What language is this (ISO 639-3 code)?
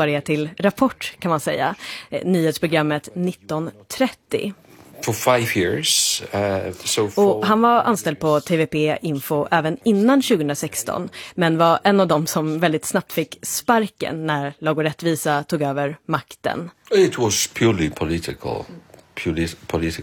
swe